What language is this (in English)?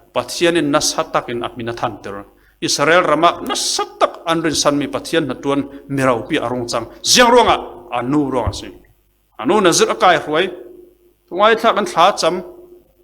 Falam Chin